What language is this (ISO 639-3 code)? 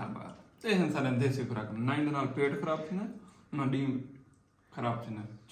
skr